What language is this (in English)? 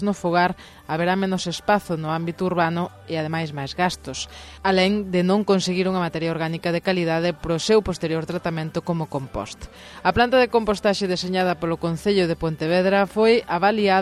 Galician